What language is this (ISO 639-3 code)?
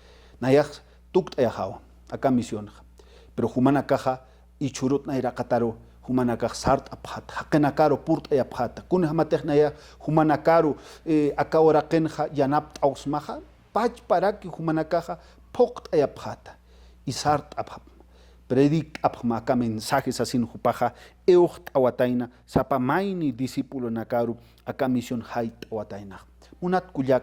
aym